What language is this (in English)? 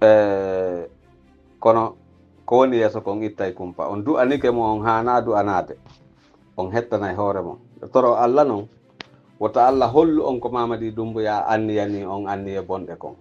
Pular